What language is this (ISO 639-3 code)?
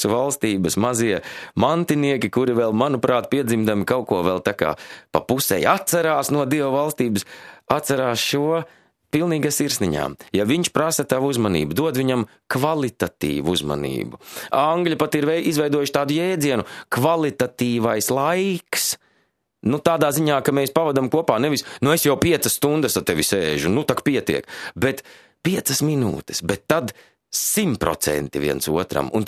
lav